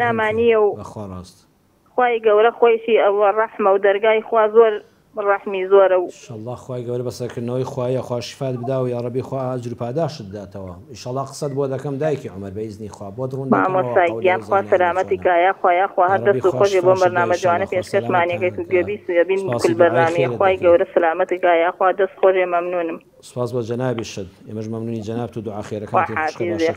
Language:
Central Kurdish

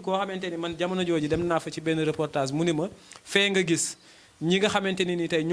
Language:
Wolof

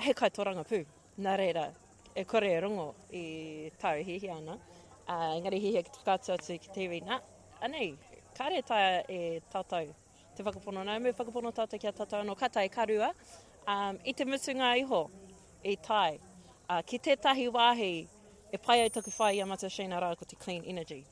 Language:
Māori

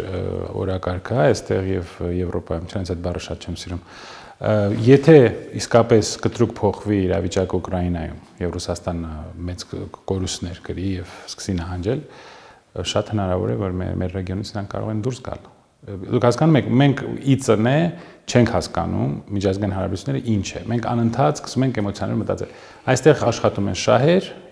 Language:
Armenian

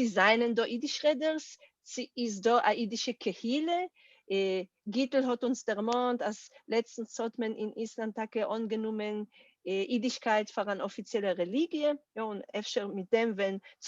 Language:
Yiddish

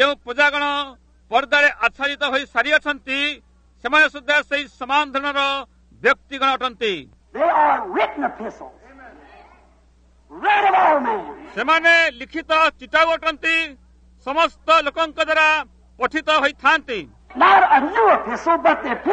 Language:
Odia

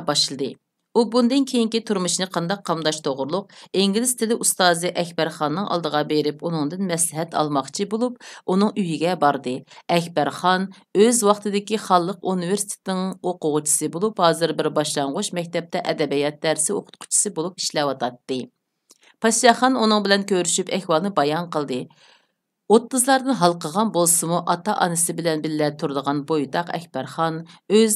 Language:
Uyghur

